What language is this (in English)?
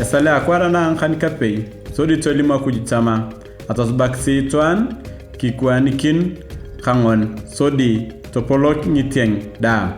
Turkana